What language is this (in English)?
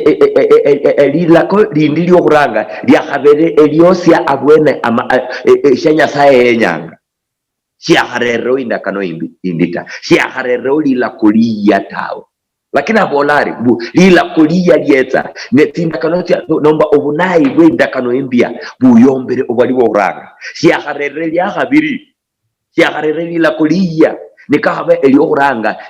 Luyia